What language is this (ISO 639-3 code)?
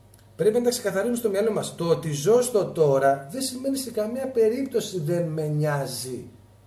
ell